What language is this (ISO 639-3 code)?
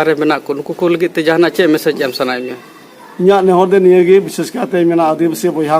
sat